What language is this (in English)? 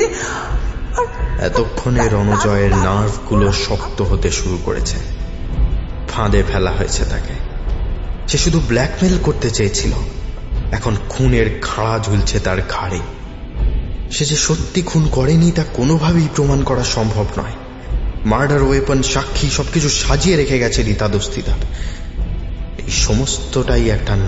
Bangla